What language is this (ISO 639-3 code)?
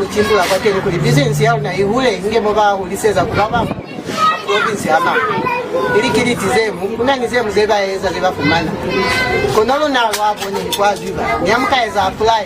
loz